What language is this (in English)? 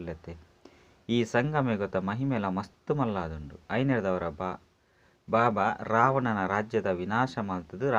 Tulu